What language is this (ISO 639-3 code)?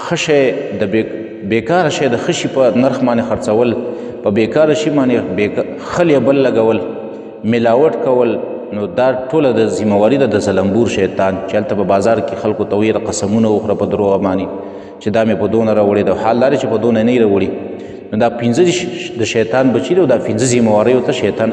pus